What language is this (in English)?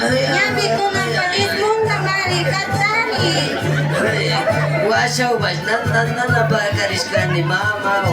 Imbabura Highland Quichua